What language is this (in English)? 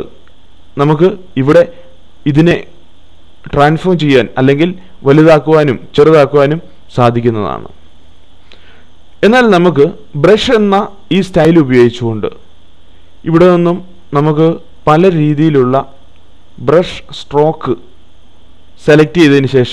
Malayalam